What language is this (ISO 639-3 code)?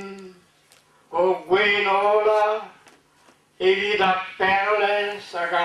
bre